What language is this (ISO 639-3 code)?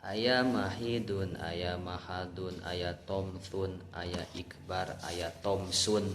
sun